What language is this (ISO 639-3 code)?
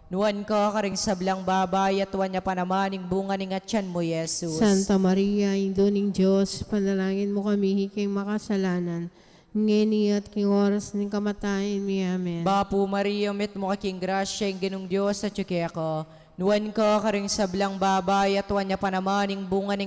pam